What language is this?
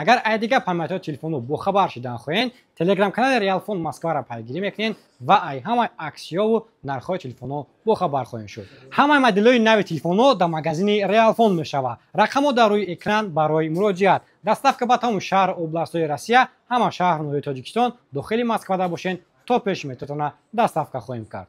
Tajik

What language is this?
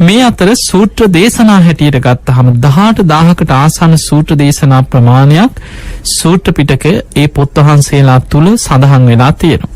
Sinhala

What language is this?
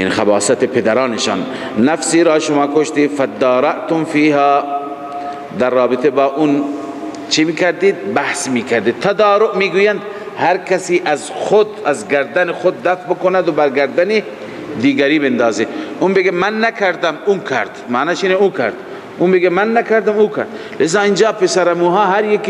Persian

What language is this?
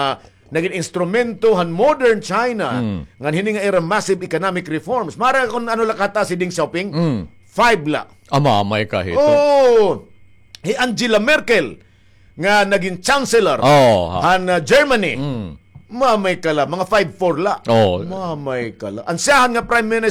Waray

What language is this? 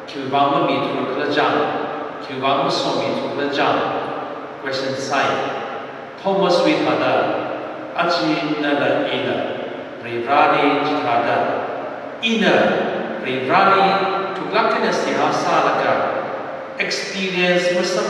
Tangkhul Naga (India)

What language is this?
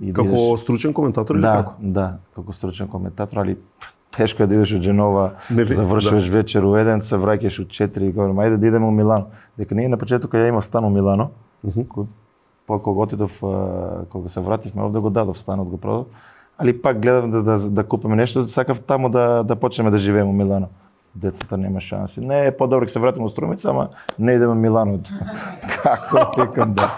Macedonian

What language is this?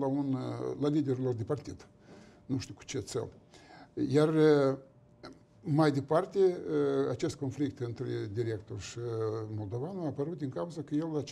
Romanian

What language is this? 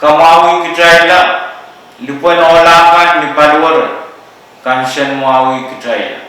Pohnpeian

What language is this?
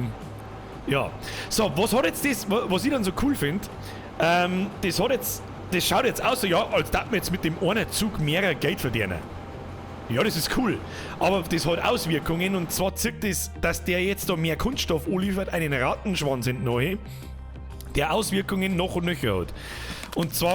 Bavarian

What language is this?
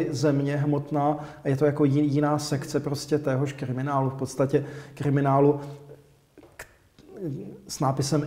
Czech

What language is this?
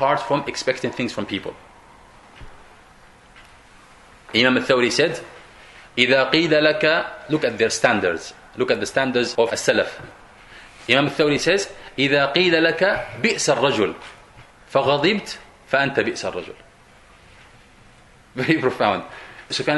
English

